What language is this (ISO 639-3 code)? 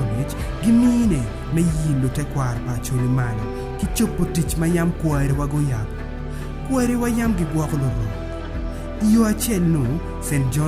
ach